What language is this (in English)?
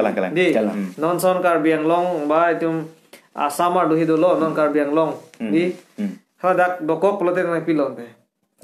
Karbi